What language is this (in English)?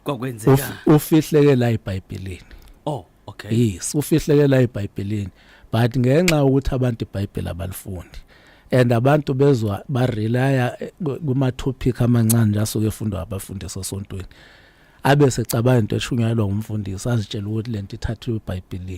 Zulu